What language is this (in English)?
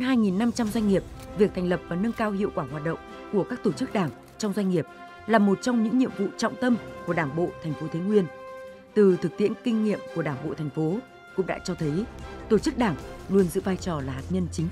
Vietnamese